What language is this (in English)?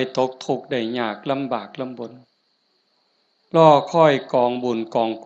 Lao